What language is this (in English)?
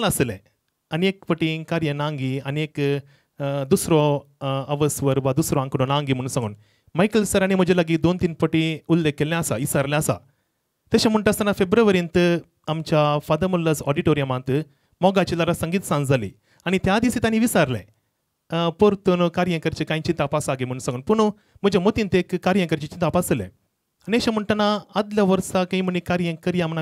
Konkani